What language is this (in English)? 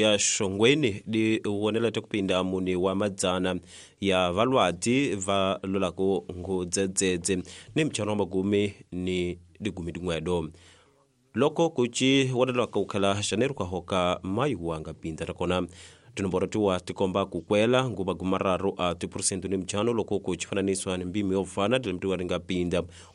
Tsonga